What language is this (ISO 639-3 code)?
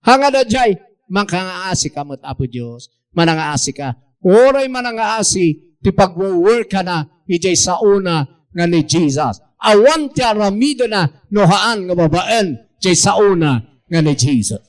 ilo